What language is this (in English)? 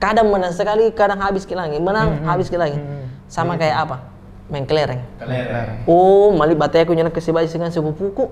Makassar Malay